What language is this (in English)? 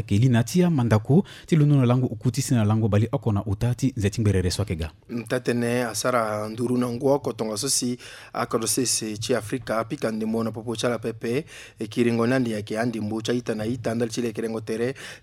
Sango